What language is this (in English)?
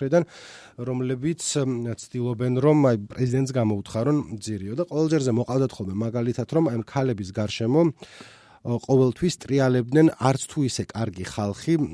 Georgian